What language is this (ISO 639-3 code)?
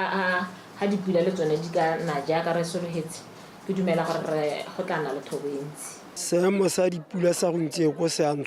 tsn